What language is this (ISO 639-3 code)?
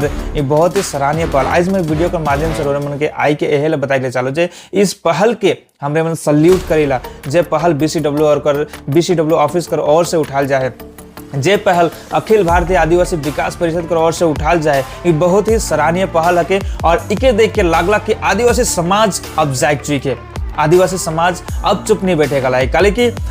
sck